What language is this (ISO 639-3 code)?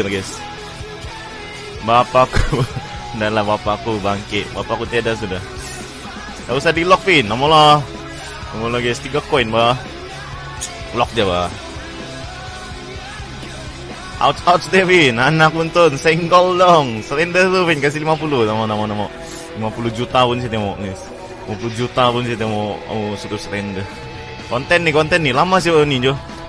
msa